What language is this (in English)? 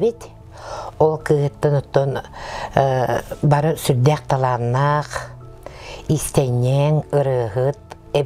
Yakut